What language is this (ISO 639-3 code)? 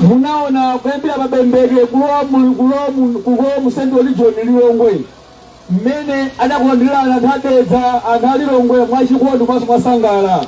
nya